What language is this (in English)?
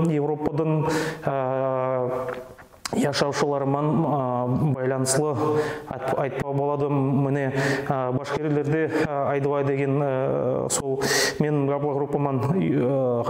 Nogai